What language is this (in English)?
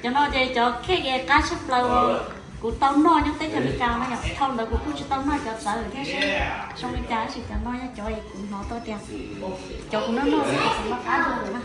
Hmong